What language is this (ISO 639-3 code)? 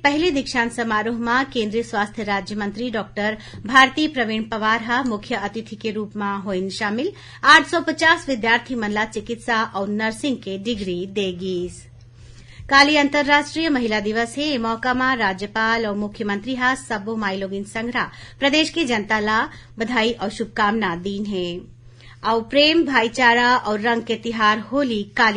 hne